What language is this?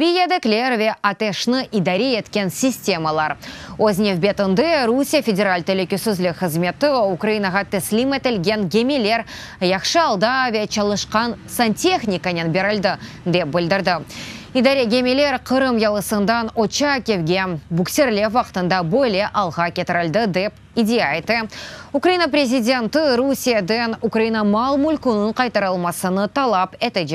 Crimean Tatar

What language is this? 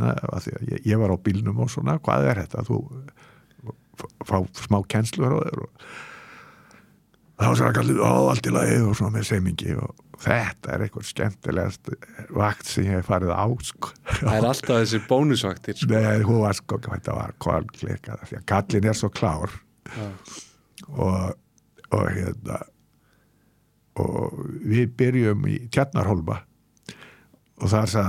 Icelandic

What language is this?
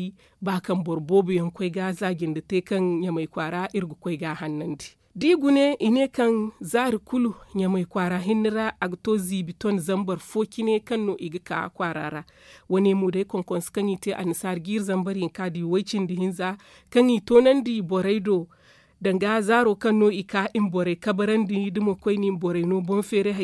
Zarma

